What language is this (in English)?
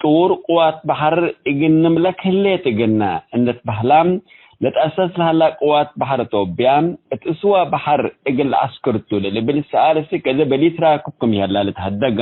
Tigre